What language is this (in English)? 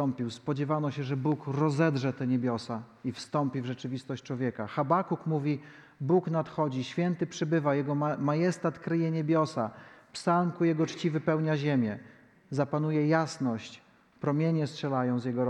Polish